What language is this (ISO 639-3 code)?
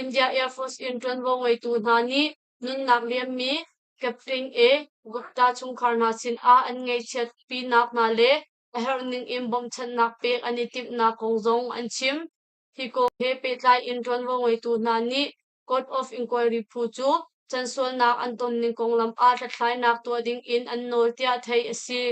cnh